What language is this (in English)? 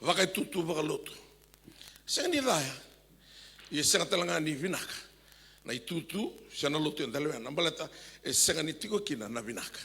Fijian